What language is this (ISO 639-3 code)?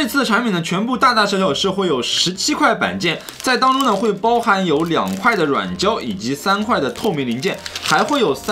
zho